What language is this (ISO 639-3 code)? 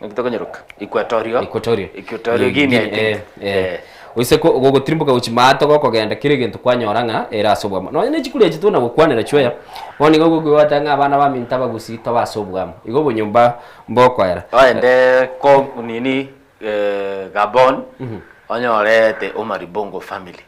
guz